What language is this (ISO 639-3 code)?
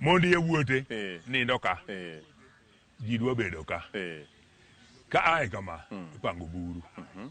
luo